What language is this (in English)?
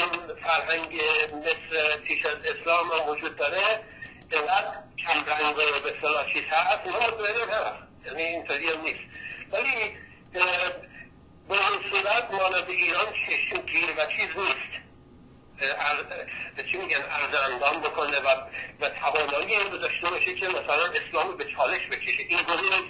Persian